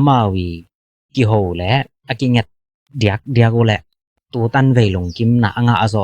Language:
Tedim Chin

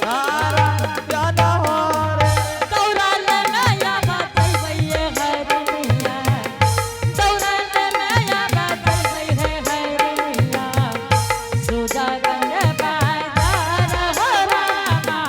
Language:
Angika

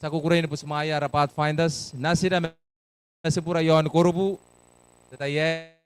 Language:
Gilbertese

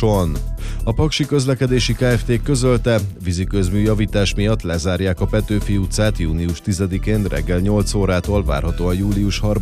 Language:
Hungarian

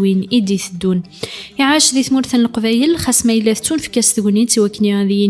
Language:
Kabyle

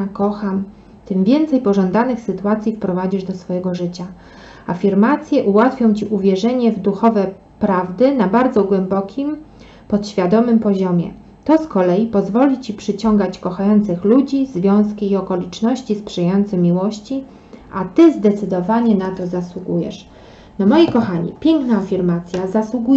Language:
Polish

